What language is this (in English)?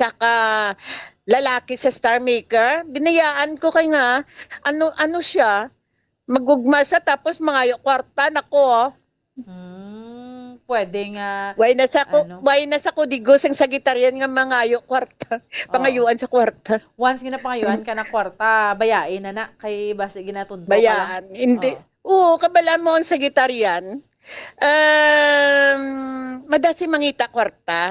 Hiligaynon